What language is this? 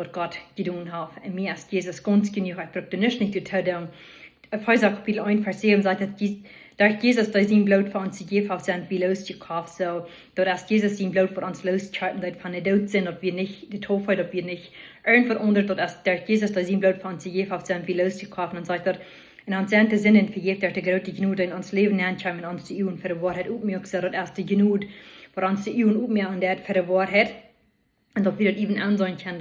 Plautdietsch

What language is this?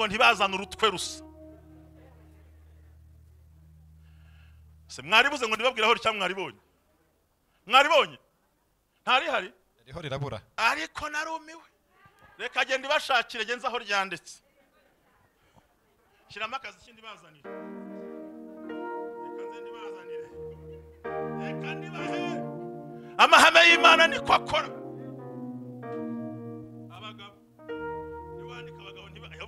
Kinyarwanda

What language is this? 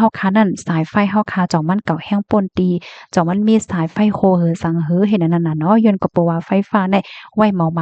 Shan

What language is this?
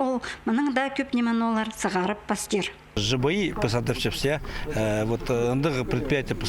Khakas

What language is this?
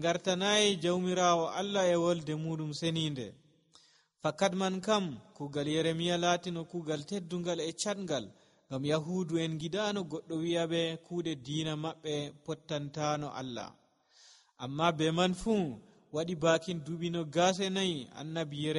Nigerian Fulfulde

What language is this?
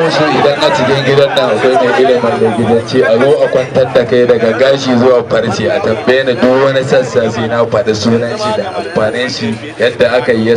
Hausa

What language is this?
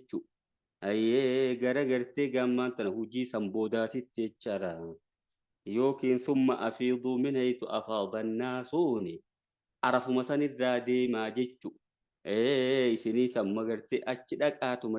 Oromo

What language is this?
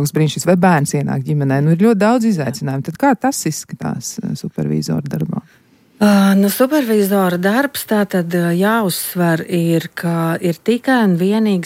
Latvian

